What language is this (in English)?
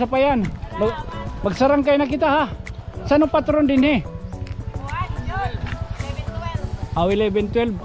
Waray